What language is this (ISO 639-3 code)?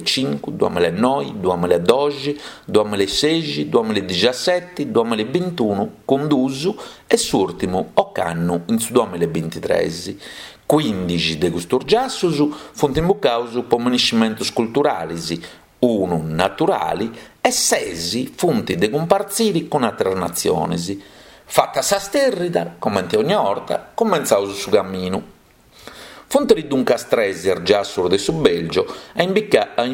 srd